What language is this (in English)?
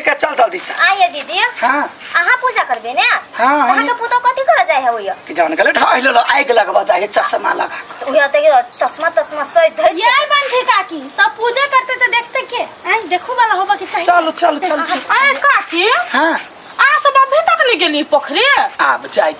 Maithili